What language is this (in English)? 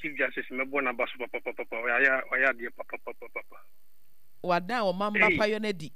Akan